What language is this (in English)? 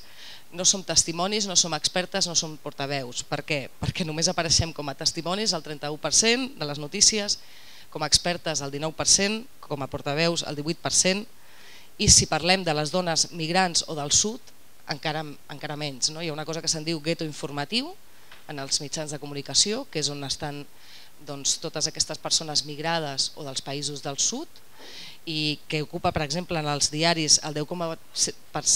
Catalan